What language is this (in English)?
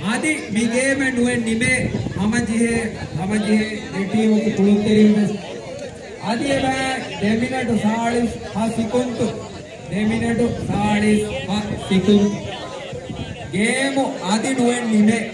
Divehi